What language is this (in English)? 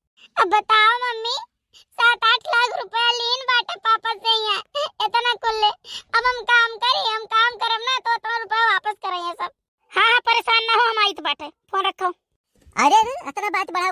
Awadhi